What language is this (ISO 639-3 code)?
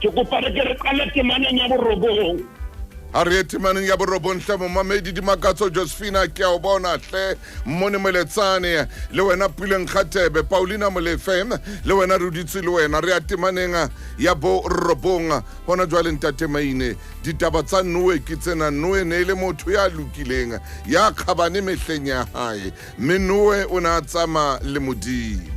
sot